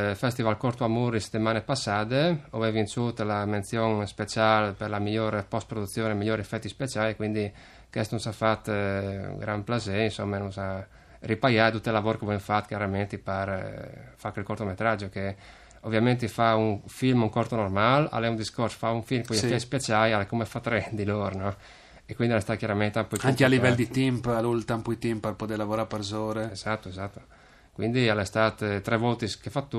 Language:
Friulian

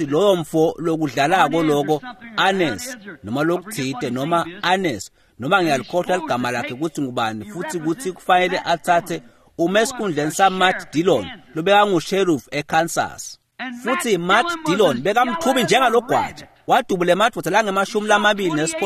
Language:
Swati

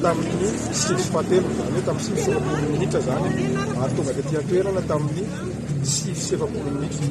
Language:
Malagasy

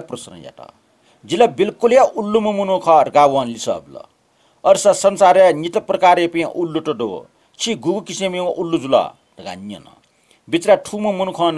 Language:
Newari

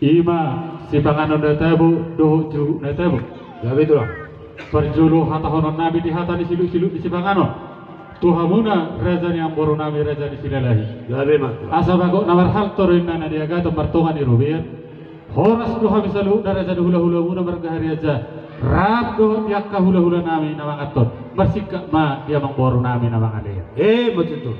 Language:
Batak Toba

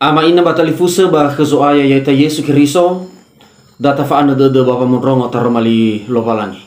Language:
Nias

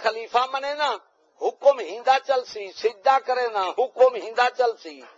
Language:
Saraiki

